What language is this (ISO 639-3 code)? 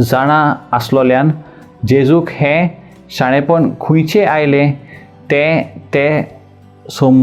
kok